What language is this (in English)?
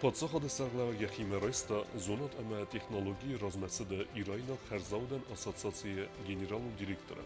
Ossetic